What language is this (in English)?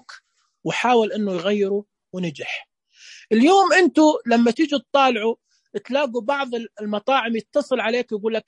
Najdi Arabic